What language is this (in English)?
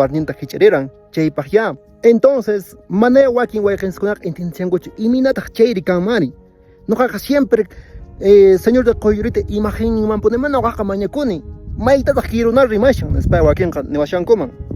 Quechua